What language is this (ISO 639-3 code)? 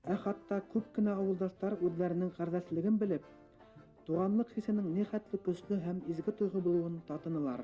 bak